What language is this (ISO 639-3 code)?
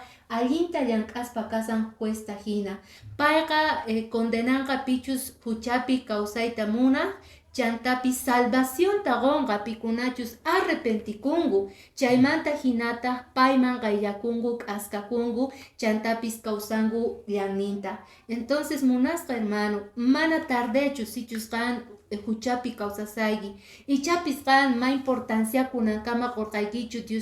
que